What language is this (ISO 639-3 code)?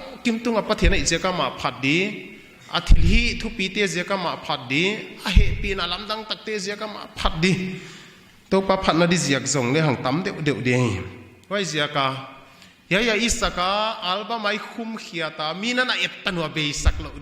pck